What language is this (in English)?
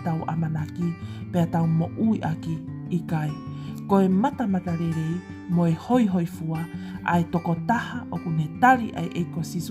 Tongan